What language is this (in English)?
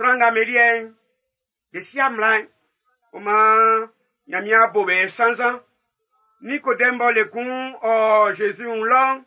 Baoulé